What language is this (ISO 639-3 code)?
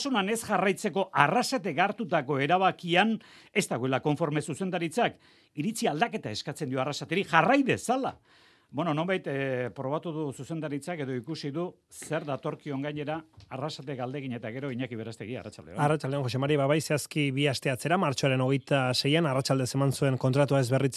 eus